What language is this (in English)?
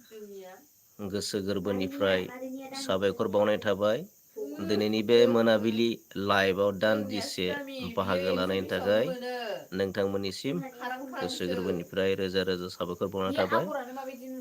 Bodo